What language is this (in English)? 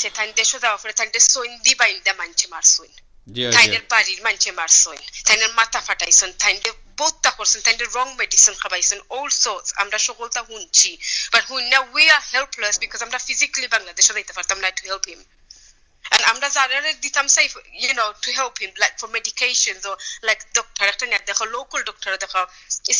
Sylheti